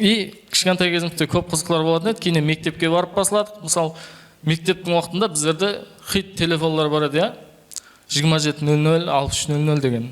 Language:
Kara-Kalpak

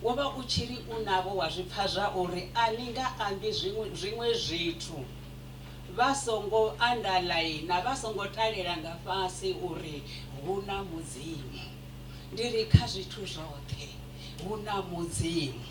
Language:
Venda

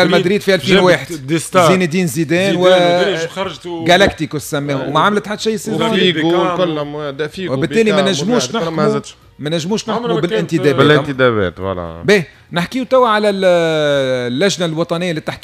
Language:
Tunisian Arabic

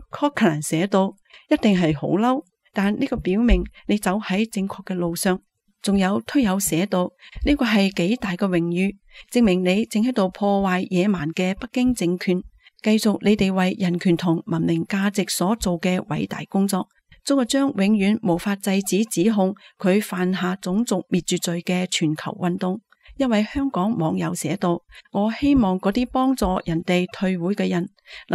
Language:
Cantonese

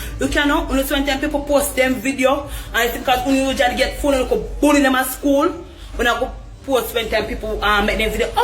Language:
Jamaican Creole English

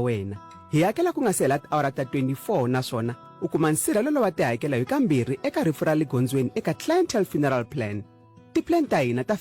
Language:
Tsonga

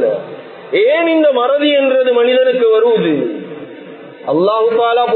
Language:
Tamil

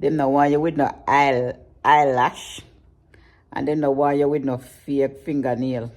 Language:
Jamaican Creole English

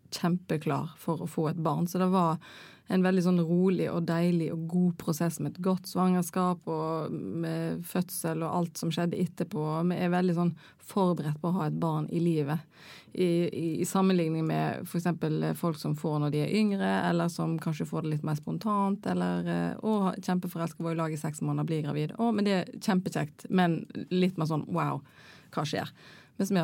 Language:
Norwegian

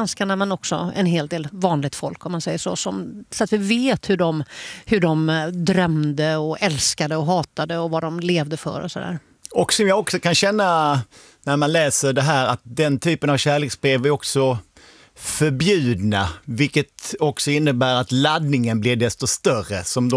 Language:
Swedish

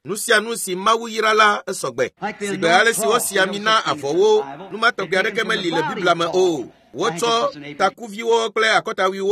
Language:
Ewe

